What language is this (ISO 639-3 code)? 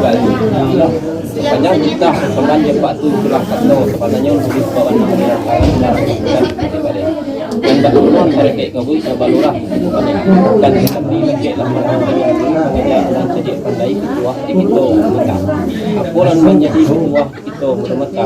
min